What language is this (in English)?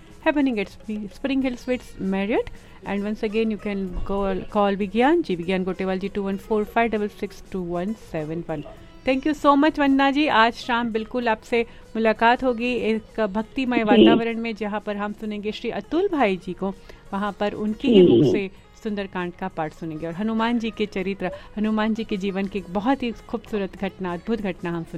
Hindi